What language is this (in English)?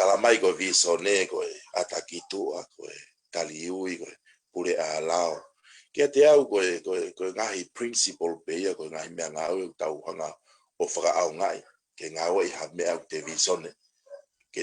Tongan